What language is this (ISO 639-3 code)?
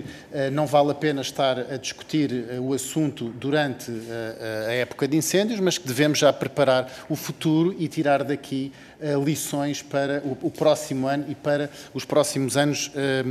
por